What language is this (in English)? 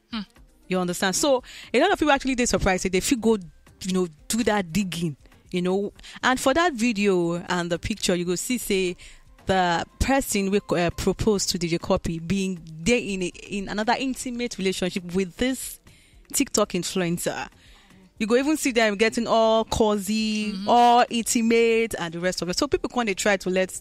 Nigerian Pidgin